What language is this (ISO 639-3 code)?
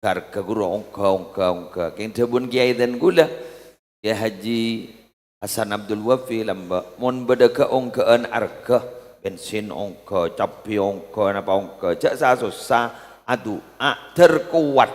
mad